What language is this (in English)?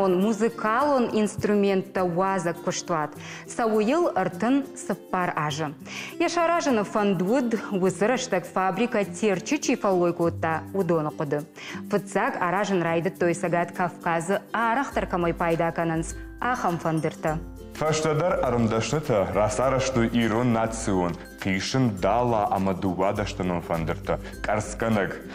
Ossetic